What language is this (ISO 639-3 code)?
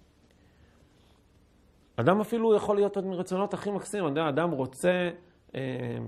heb